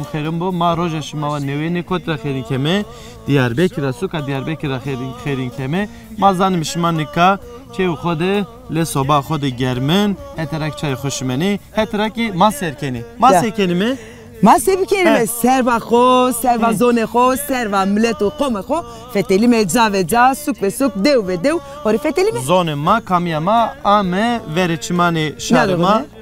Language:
Zaza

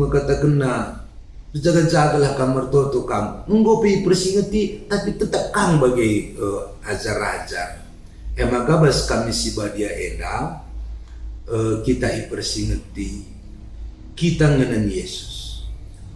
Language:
Batak Karo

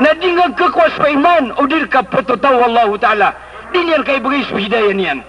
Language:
Maranao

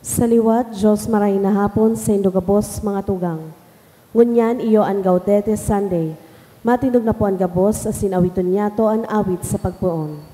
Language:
Bikol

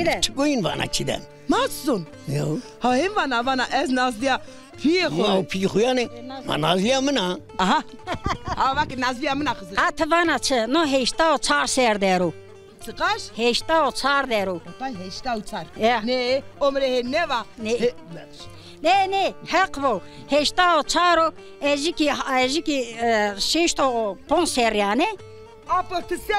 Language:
Zaza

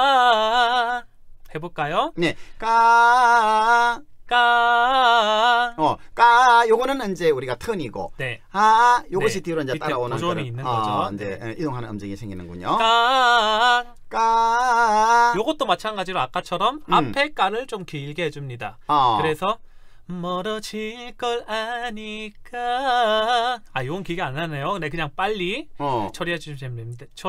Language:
Korean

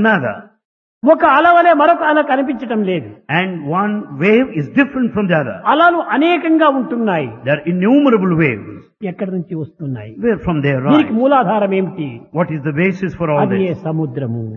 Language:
Telugu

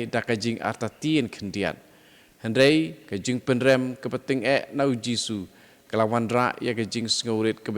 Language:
Khasi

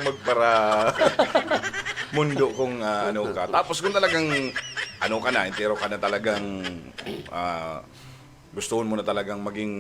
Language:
Bikol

